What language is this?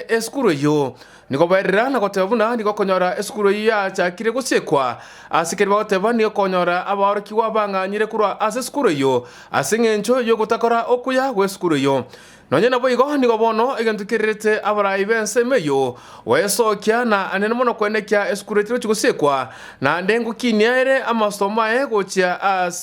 Gusii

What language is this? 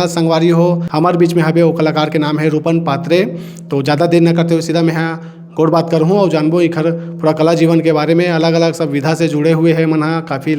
Chhattisgarhi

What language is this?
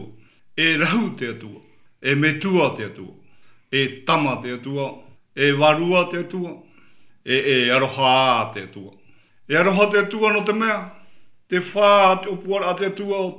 Tahitian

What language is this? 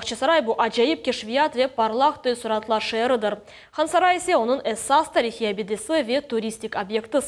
Crimean Tatar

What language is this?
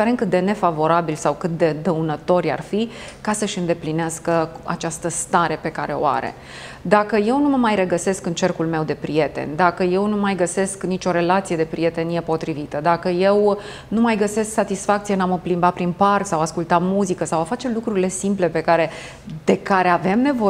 Romanian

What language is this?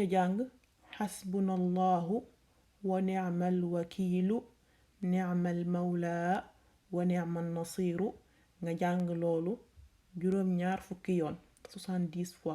Wolof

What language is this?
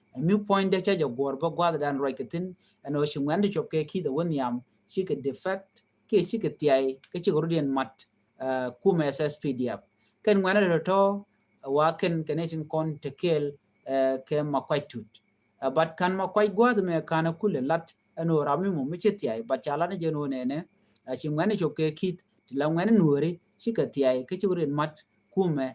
Nuer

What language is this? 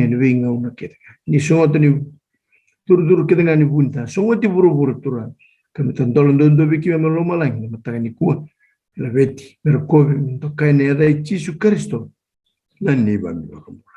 Fijian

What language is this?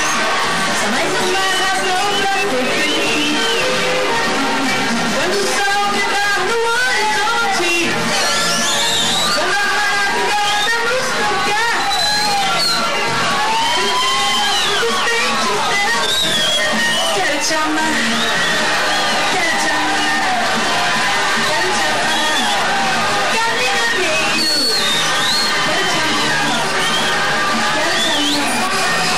Portuguese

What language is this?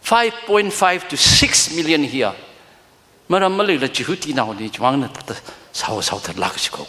Tangkhul Naga (India)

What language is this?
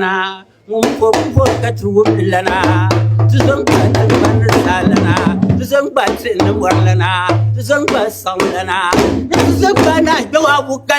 Dagbani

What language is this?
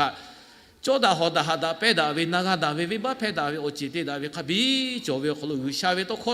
Lahu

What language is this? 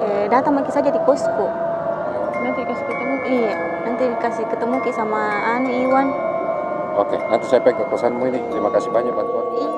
Makassar Malay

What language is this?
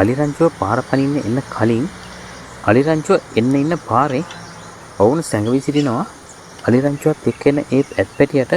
Sinhala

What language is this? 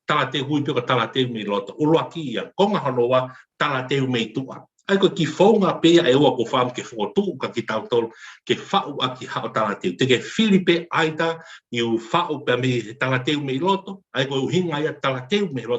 Tongan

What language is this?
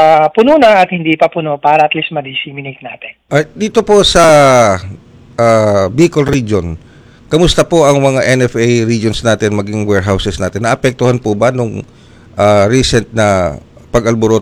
Filipino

